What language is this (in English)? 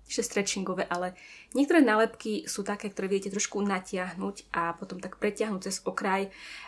Slovak